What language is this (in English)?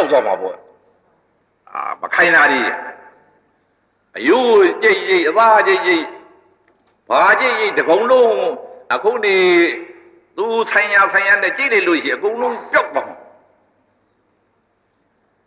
Burmese